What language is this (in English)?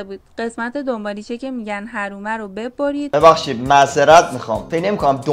Persian